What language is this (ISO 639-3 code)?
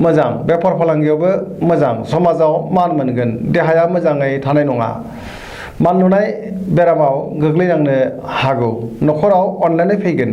brx